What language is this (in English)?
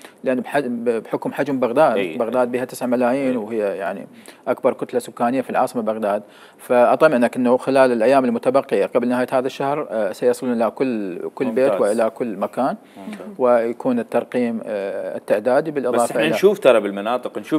Mesopotamian Arabic